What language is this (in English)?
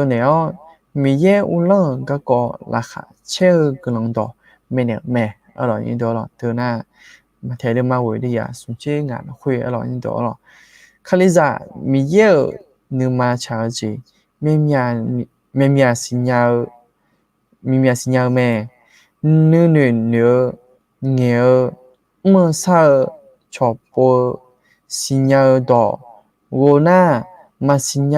Akha